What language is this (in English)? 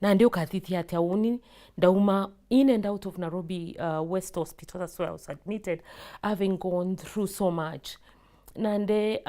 Meru